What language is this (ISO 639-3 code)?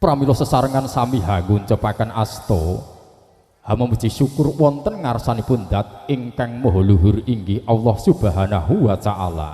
jav